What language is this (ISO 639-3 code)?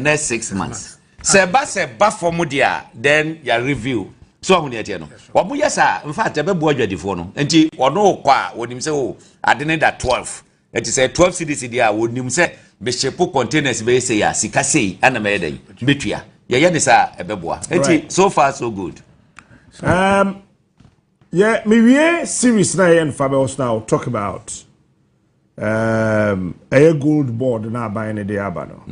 aka